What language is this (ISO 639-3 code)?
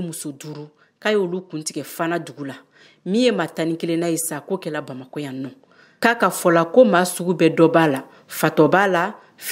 bam